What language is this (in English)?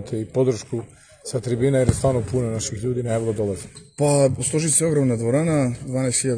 Serbian